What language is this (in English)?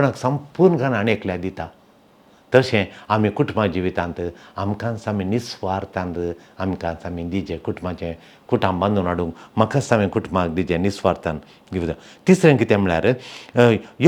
Konkani